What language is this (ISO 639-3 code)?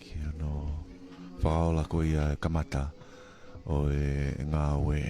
ton